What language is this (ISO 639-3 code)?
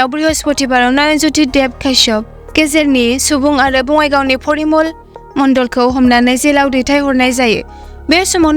brx